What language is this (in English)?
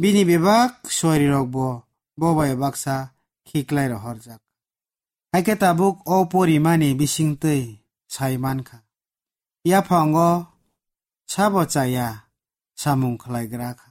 Kok Borok